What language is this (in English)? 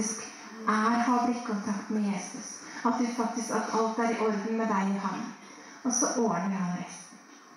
Norwegian